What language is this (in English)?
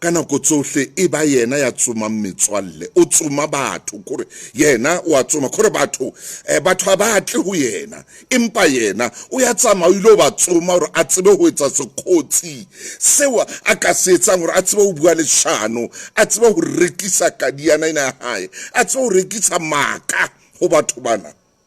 Southern Sotho